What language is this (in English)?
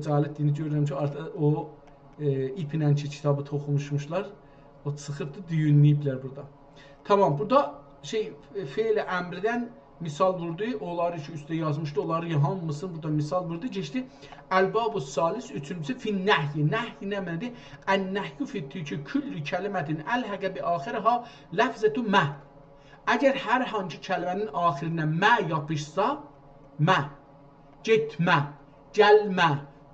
South Azerbaijani